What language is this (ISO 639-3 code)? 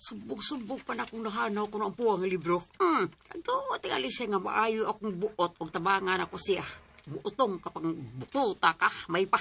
ceb